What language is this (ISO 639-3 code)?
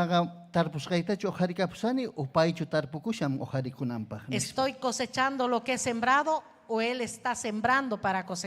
quy